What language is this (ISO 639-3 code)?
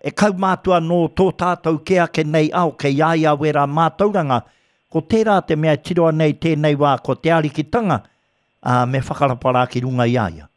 mri